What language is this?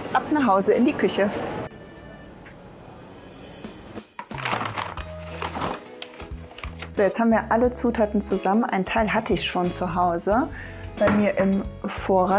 German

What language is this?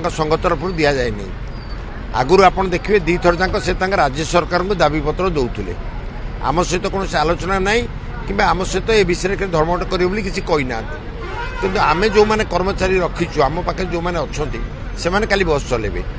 Odia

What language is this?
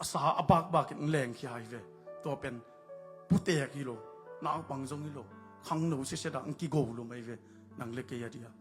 Tedim Chin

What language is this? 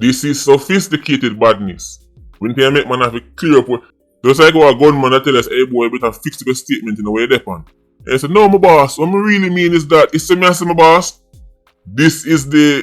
Jamaican Creole English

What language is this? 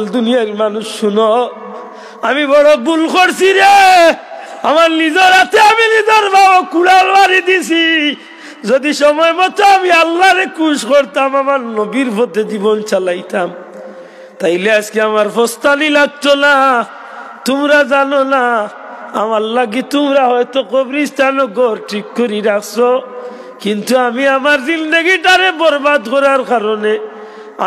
Sylheti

